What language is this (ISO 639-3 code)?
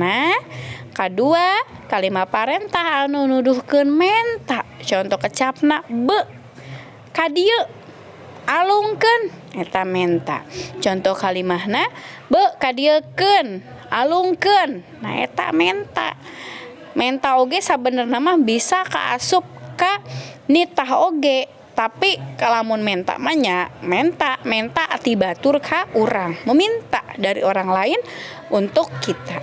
sun